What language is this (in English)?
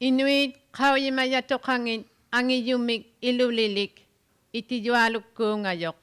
Inuktitut